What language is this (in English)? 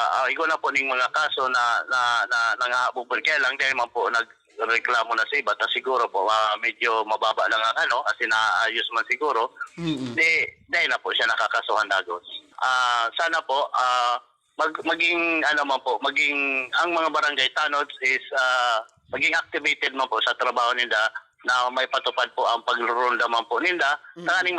Bikol